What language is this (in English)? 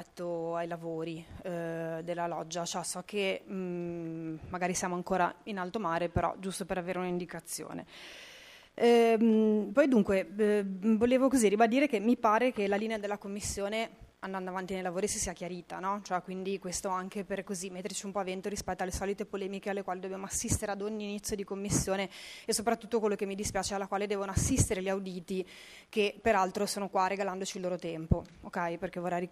Italian